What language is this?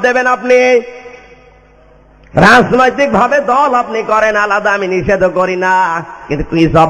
Bangla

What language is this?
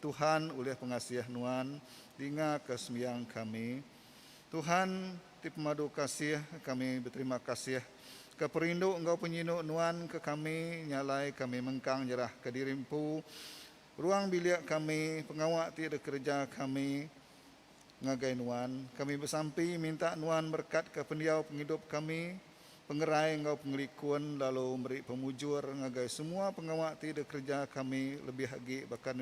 Iban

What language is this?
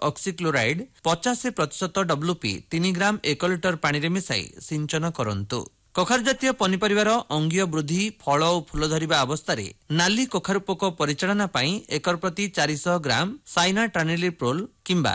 Odia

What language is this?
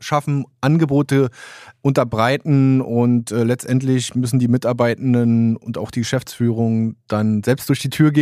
German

